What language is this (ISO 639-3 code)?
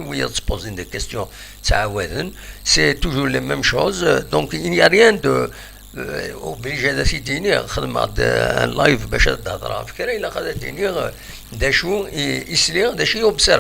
kab